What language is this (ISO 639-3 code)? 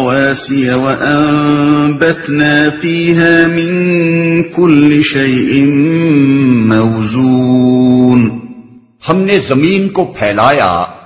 urd